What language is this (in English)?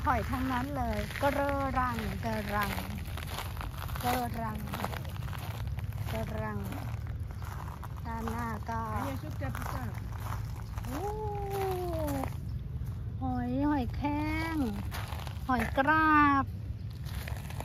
Thai